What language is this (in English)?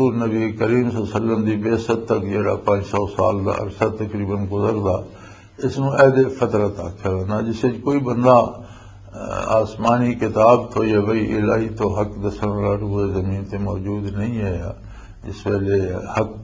Western Panjabi